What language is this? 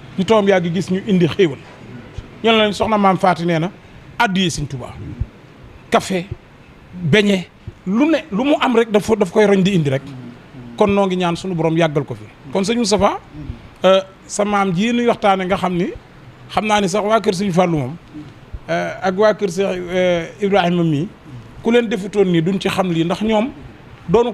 Wolof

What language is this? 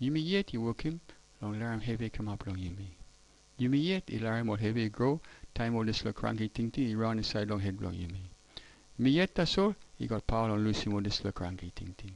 Tok Pisin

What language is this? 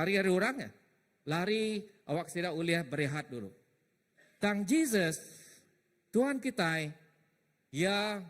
Iban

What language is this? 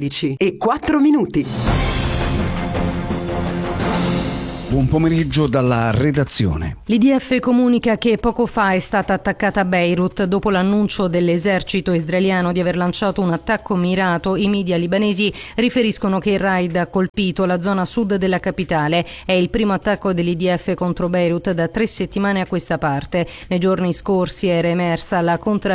Italian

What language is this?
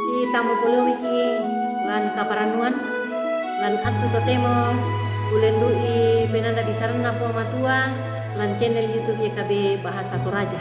Toraja-Sa'dan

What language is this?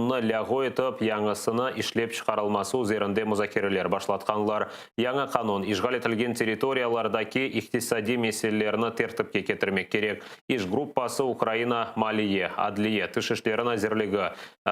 Crimean Tatar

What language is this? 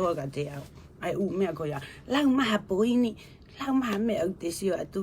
Tongan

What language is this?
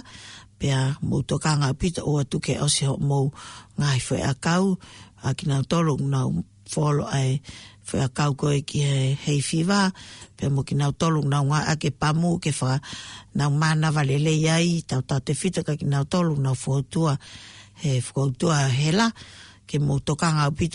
Tongan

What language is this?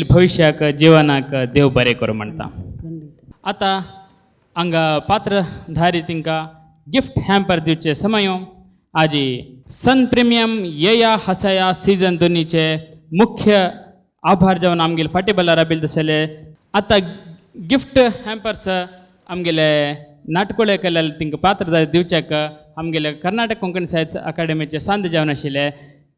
Konkani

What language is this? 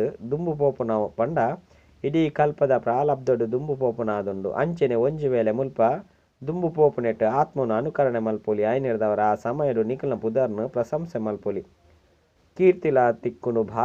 Tulu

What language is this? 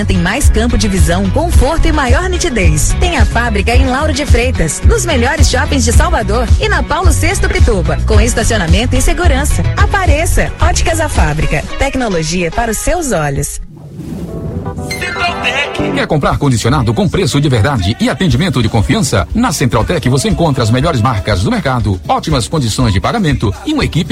Portuguese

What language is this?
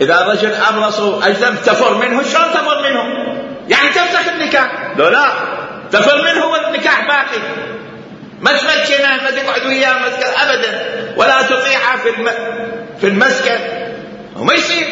Mesopotamian Arabic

